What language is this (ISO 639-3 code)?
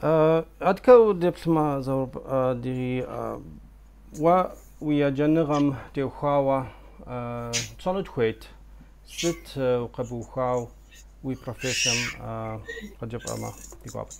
kbd